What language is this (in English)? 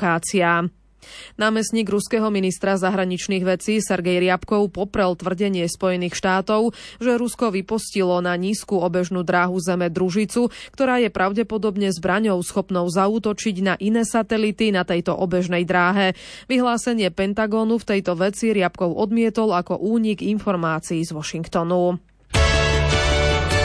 Slovak